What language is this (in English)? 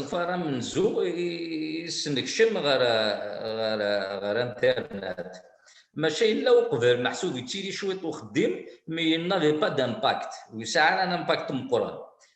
Kabyle